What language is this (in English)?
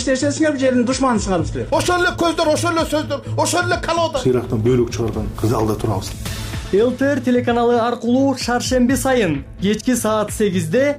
Kyrgyz